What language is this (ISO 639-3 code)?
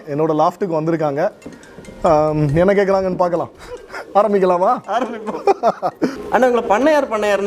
tam